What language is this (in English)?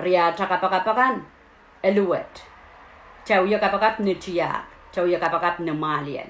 Pohnpeian